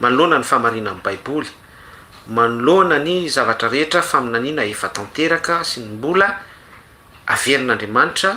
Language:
Malagasy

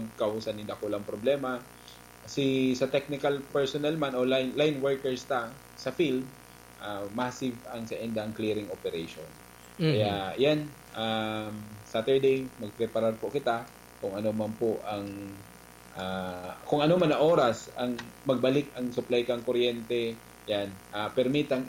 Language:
Bikol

